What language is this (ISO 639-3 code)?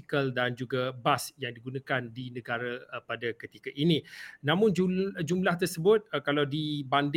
msa